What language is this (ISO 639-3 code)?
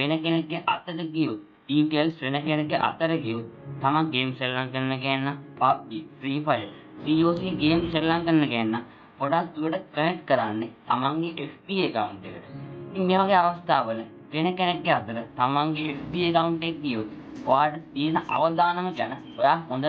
sin